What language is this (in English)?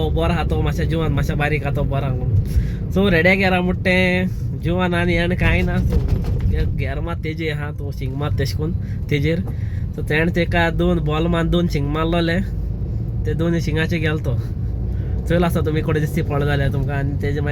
Konkani